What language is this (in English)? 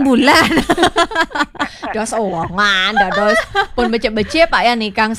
Balinese